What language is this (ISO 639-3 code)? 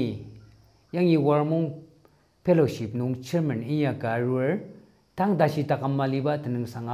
njo